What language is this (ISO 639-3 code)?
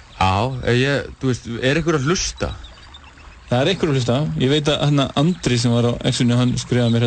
isl